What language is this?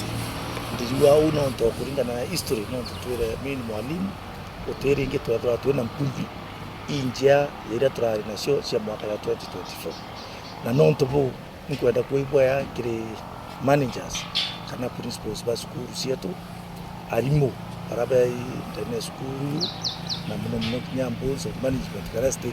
Meru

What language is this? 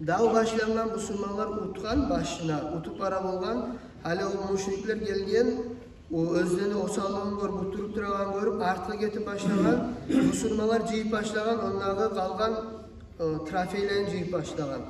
Kumyk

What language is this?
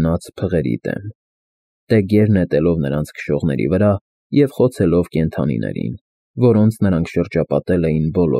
Armenian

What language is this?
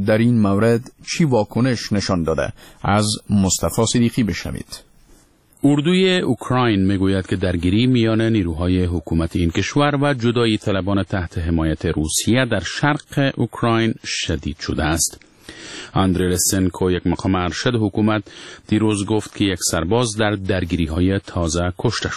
Persian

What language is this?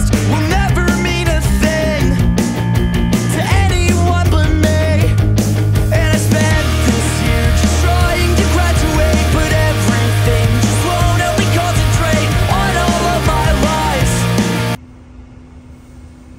Swedish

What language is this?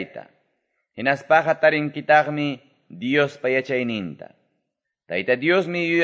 Quechua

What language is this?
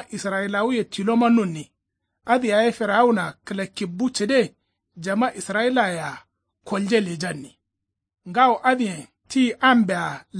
Kanuri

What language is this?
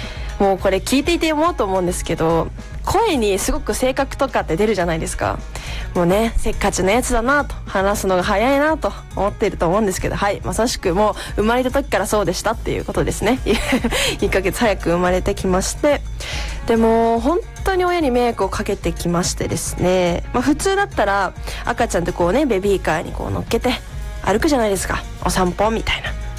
Japanese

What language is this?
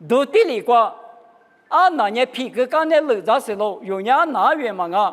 Lisu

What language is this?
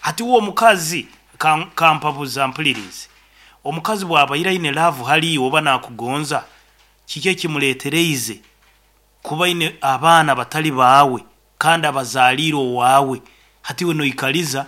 Nyankole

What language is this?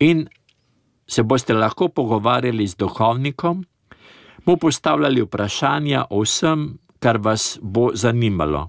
Slovenian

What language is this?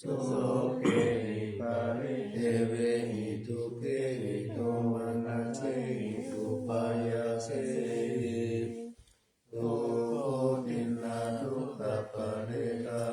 Pali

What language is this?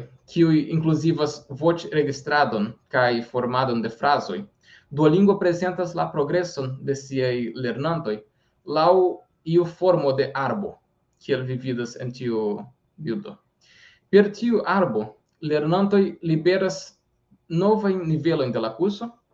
Esperanto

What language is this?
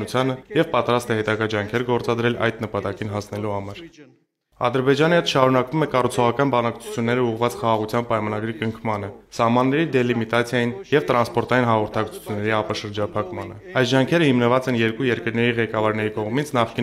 Armenian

